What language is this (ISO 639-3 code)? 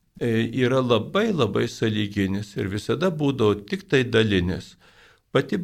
lit